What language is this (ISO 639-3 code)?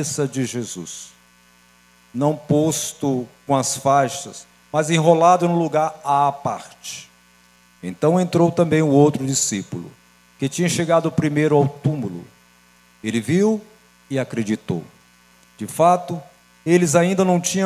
por